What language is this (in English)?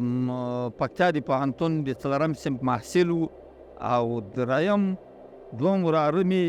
Pashto